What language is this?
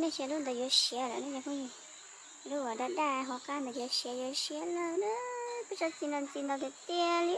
Hmong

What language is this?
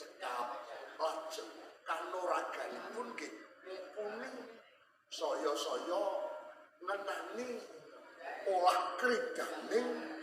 Javanese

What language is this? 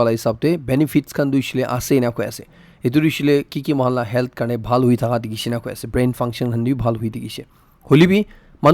Naga Pidgin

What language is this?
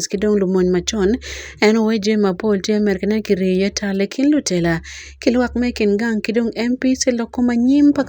Acoli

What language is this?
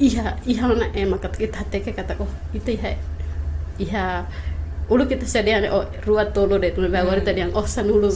Tetum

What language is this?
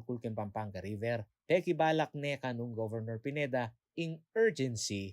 Pampanga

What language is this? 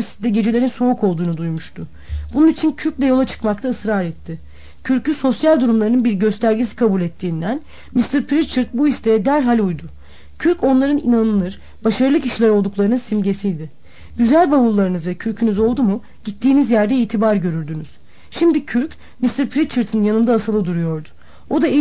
Turkish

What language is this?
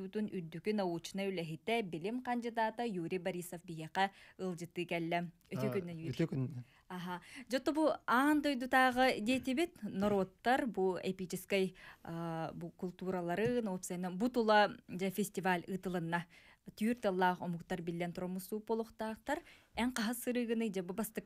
Yakut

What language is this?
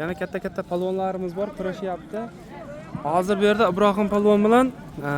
Uzbek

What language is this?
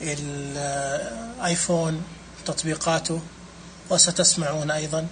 Najdi Arabic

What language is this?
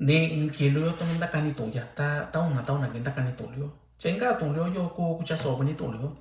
Mixtepec Mixtec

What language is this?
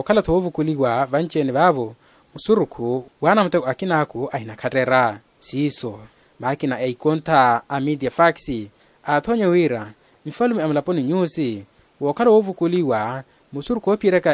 Makhuwa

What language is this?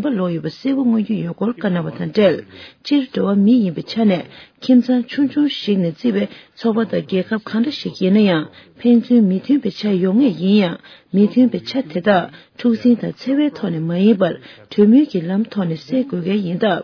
Tibetan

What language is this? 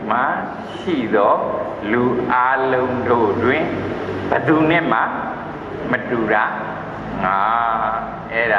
Burmese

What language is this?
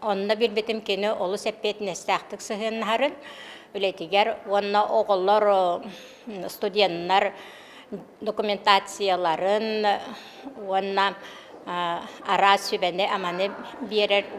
Yakut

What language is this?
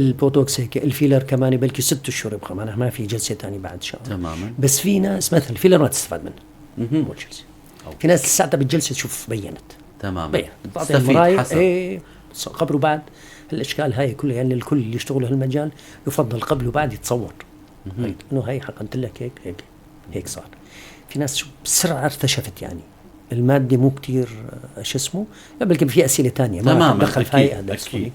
North Levantine Arabic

